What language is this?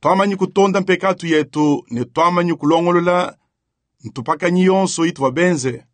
Luba-Lulua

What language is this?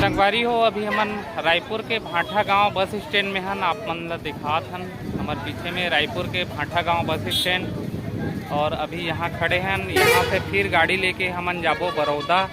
Chhattisgarhi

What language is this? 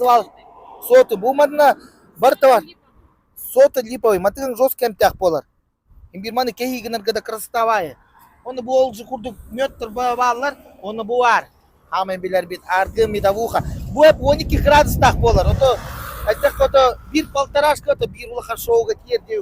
Yakut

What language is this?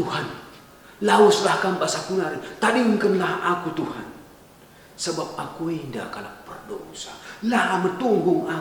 Batak Karo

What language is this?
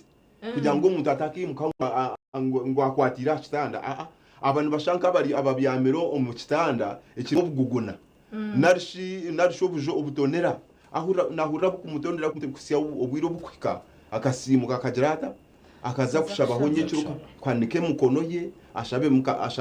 Nyankole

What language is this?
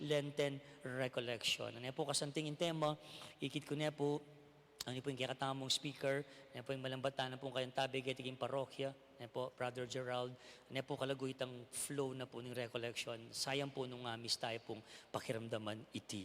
Pampanga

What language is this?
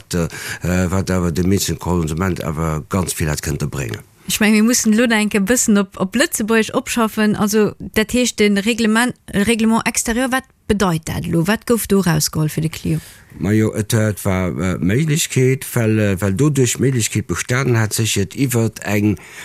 Luxembourgish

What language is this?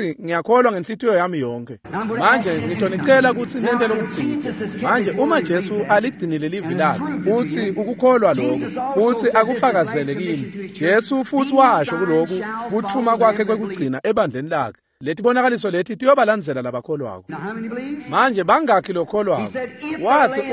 Swati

